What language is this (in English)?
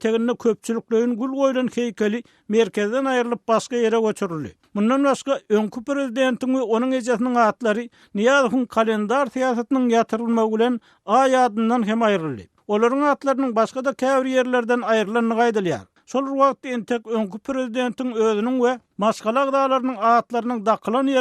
Turkmen